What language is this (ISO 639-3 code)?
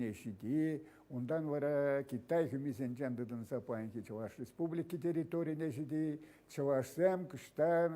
chv